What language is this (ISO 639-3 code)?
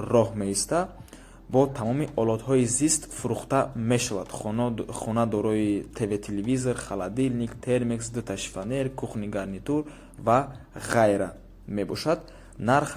tgk